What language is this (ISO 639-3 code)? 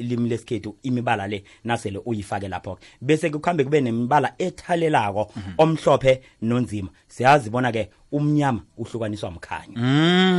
nbl